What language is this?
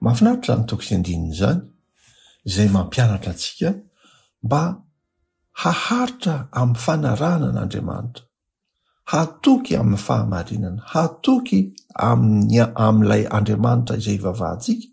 Malagasy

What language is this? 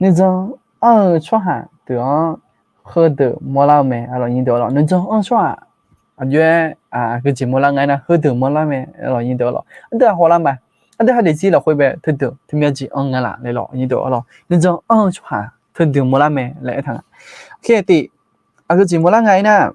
Akha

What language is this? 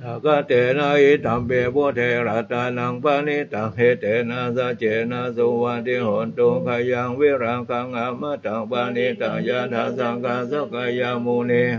Pali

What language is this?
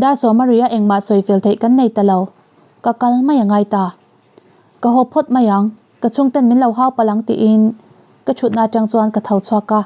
Mizo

